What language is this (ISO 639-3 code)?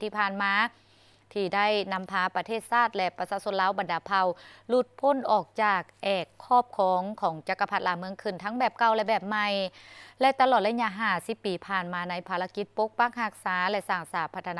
lao